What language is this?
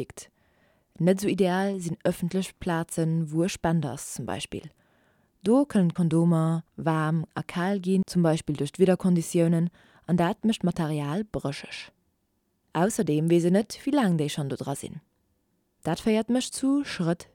Luxembourgish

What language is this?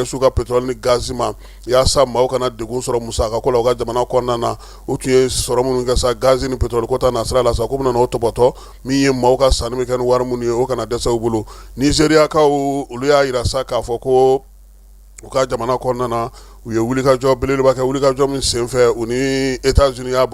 Bambara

